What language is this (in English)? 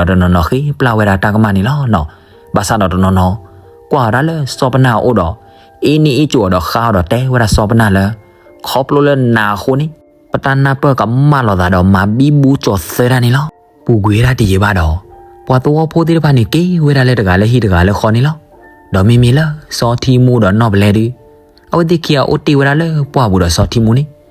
S'gaw Karen